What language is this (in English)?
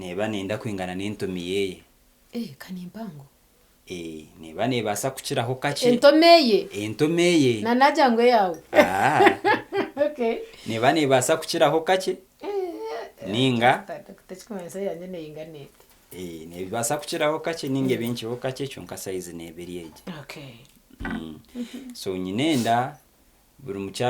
Nyankole